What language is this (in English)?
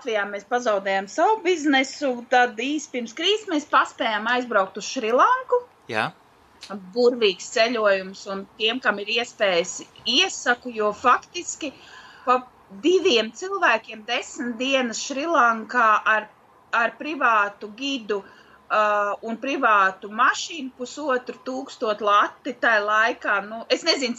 Latvian